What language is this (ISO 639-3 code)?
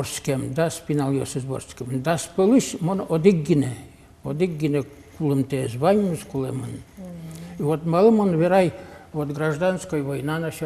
udm